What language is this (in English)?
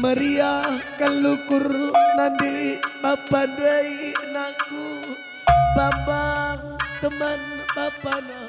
Batak Karo